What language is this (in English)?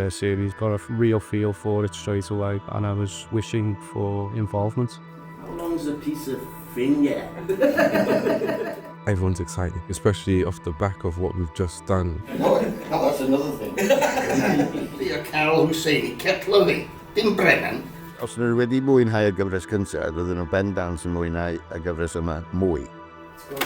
Welsh